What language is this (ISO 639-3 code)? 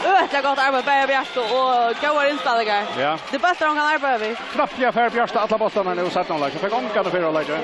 fao